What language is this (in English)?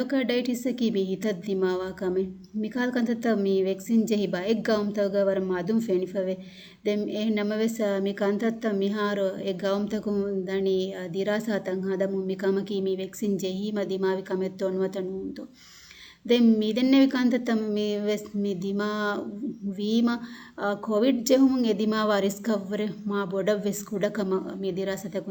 Divehi